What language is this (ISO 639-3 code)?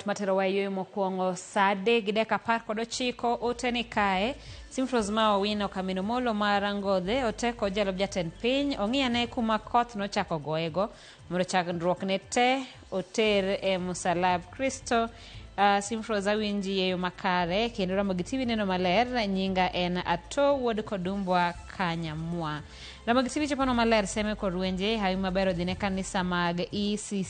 luo